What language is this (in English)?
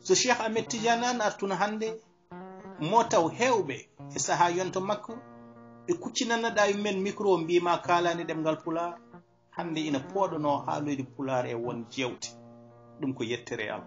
Fula